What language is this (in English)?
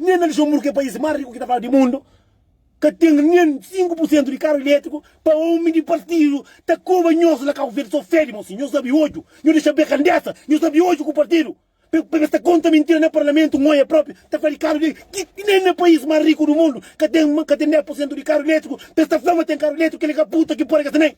Kabuverdianu